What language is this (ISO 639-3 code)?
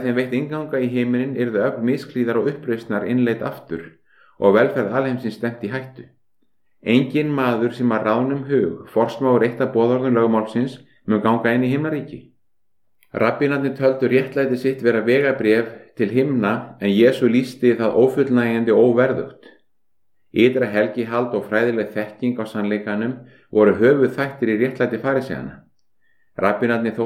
isl